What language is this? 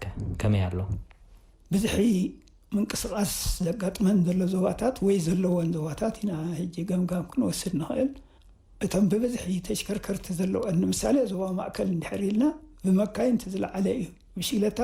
Tigrinya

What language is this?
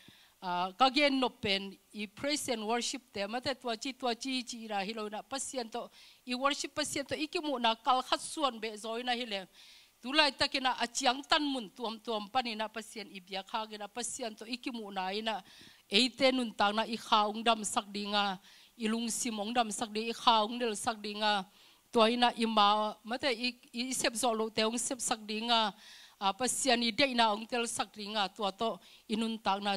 Tedim Chin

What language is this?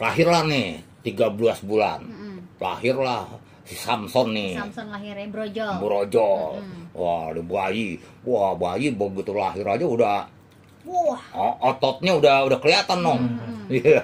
Betawi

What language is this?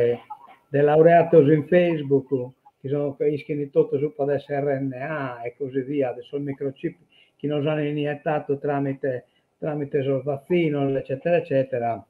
Sardinian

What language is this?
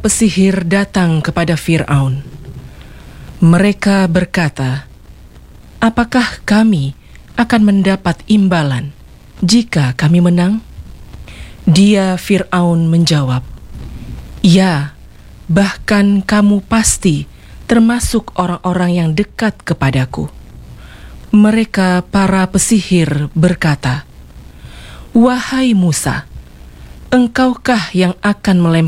Indonesian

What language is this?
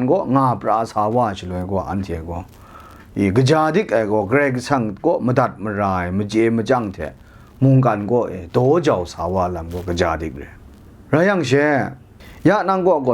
Kachin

